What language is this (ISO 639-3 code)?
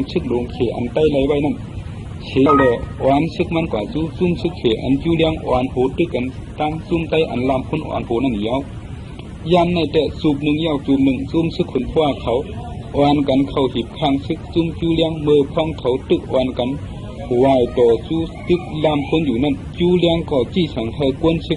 shn